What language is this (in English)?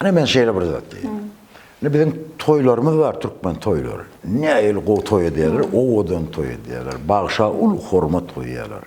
Turkmen